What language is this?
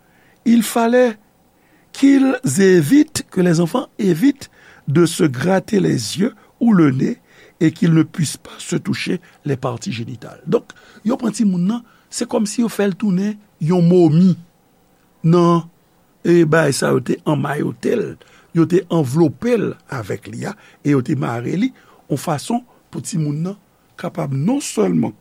Haitian Creole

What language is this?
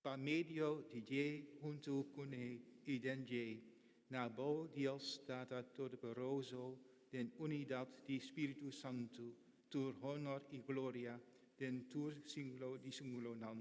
Papiamento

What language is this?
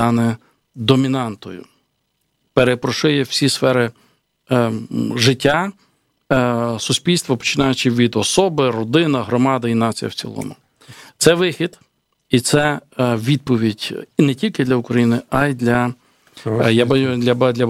Ukrainian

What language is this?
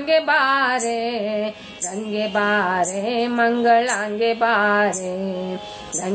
Kannada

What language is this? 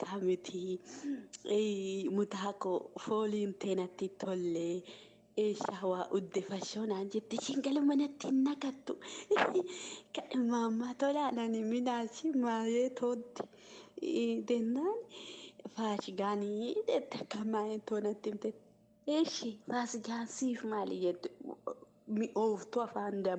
Oromo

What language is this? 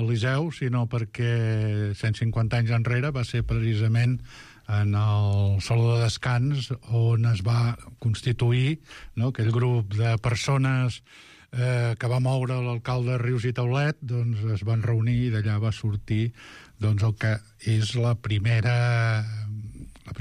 Catalan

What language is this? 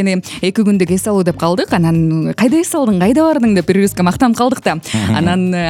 Kyrgyz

